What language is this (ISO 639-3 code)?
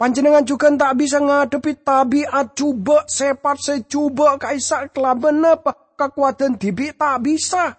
mad